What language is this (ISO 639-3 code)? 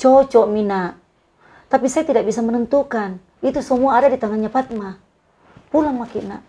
mfp